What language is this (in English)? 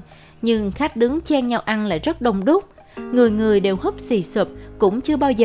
Vietnamese